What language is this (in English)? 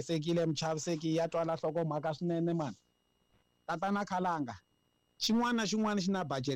Tsonga